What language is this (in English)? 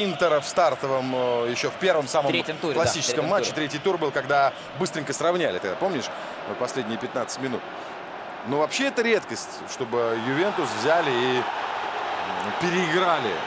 Russian